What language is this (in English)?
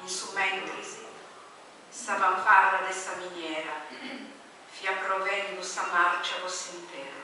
Sardinian